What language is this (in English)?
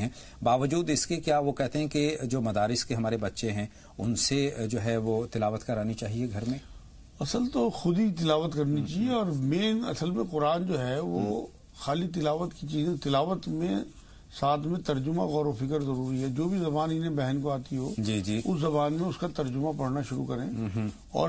Urdu